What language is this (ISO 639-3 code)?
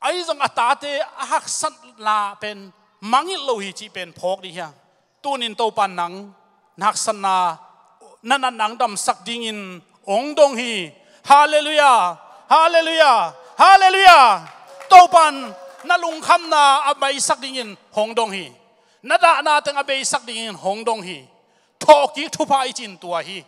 ctd